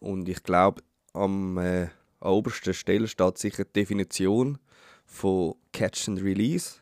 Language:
Swiss German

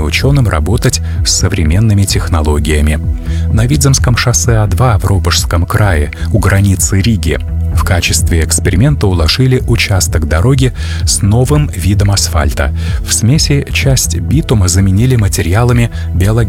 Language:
Russian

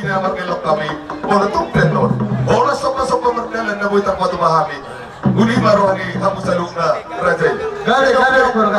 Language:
Batak Toba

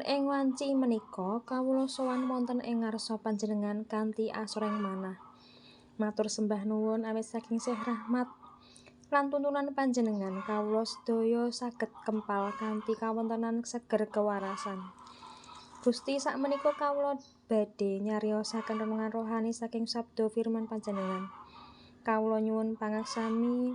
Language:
Javanese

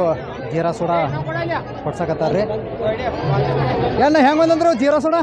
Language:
Kannada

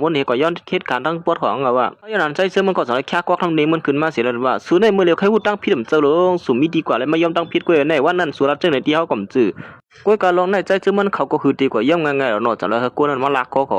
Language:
Shan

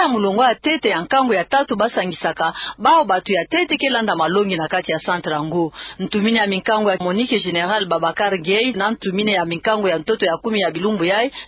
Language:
Kituba (Democratic Republic of Congo)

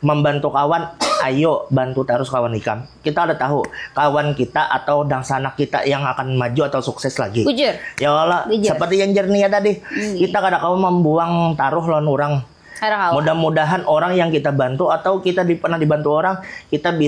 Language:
Banjar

